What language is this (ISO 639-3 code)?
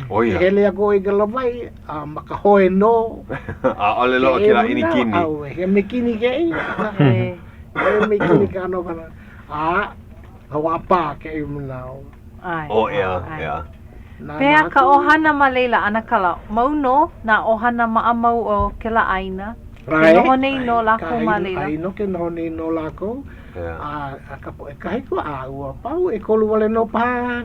haw